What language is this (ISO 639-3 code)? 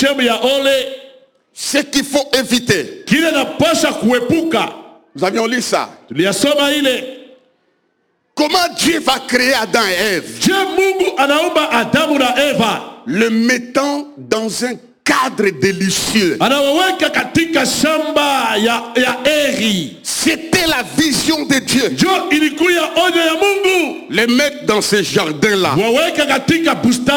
swa